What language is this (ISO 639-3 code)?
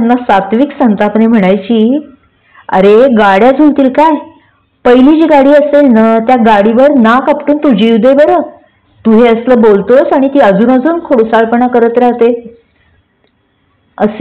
mar